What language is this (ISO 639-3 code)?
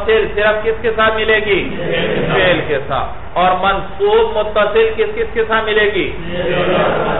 urd